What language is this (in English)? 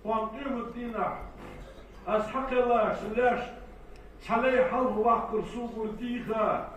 Ingush